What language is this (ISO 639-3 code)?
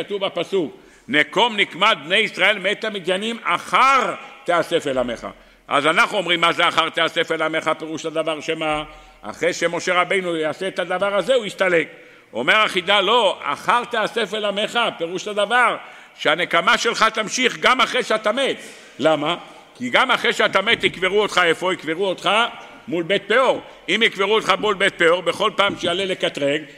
heb